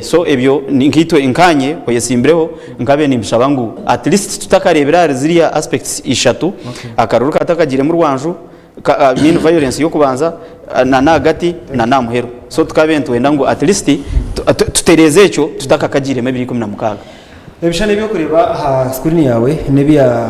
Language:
Nyankole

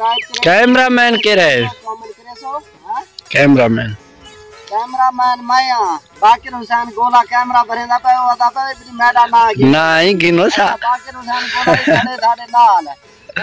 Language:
Saraiki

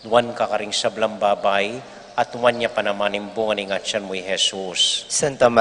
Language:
Pampanga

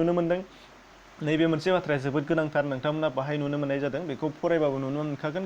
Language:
Bodo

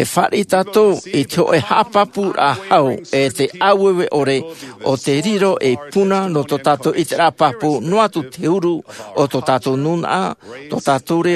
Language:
Tahitian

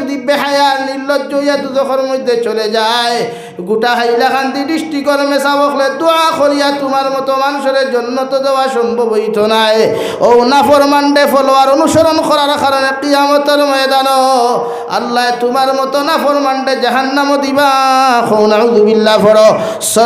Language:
Sylheti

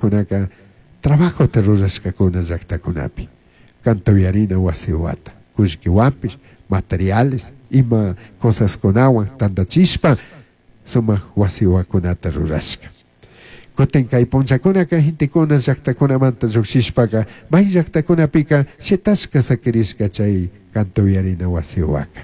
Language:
Chimborazo Highland Quichua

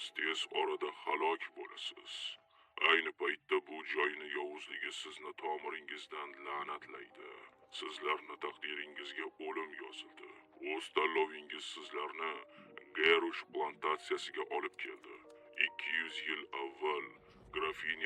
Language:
Uzbek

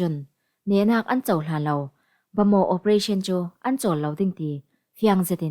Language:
Falam Chin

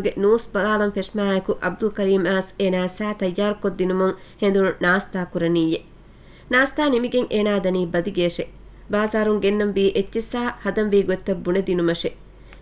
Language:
Divehi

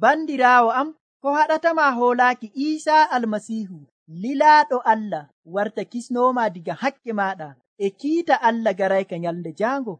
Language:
Nigerian Fulfulde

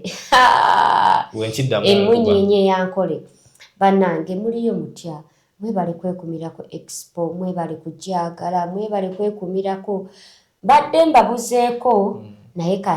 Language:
Ganda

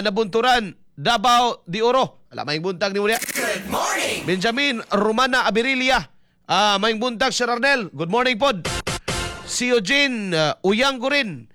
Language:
Cebuano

